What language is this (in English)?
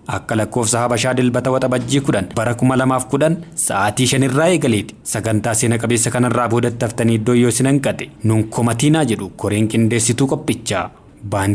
Oromo